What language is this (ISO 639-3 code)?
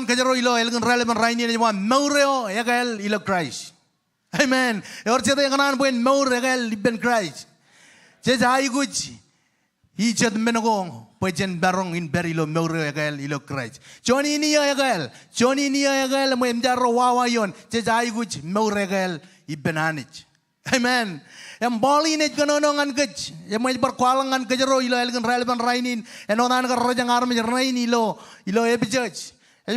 mah